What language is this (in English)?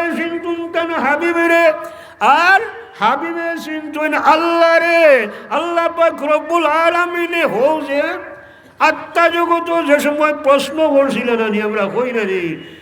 Sylheti